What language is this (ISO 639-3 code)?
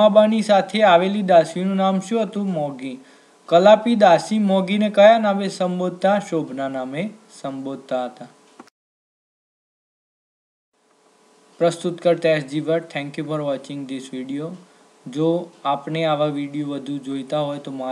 guj